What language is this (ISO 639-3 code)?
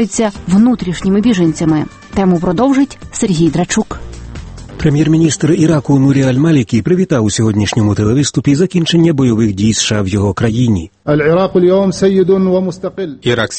ukr